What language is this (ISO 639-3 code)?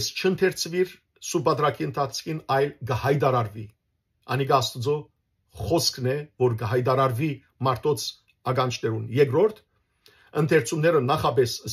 hyw